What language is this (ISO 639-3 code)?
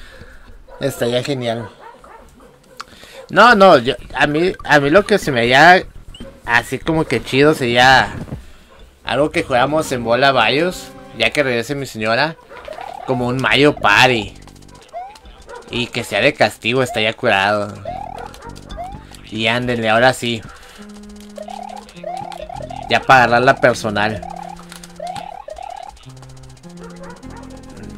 spa